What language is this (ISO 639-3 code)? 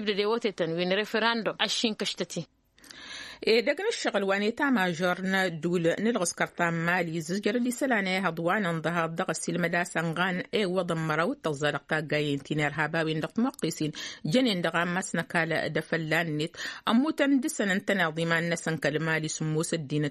taq